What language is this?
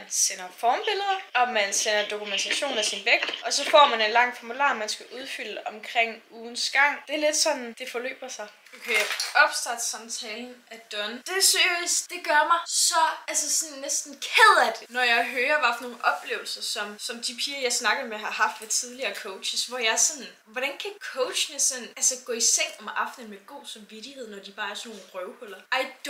Danish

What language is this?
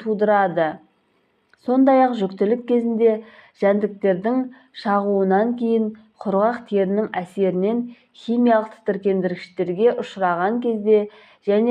Kazakh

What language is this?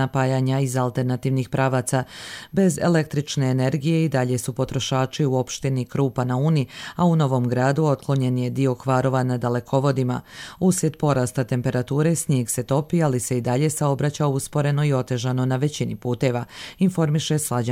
Bosnian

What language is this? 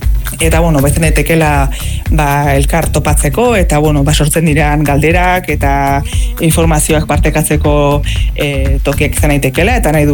Basque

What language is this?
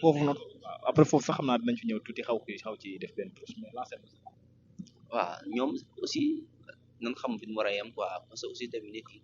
Wolof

